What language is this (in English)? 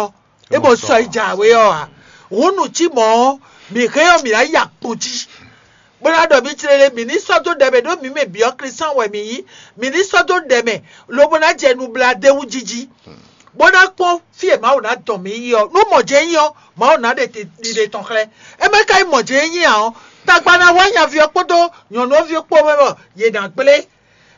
Fon